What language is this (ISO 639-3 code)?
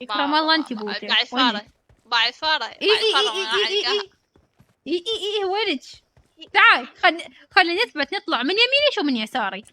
acm